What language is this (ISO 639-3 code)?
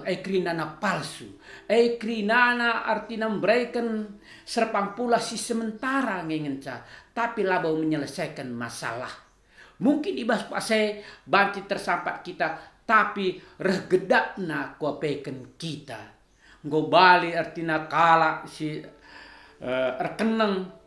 btx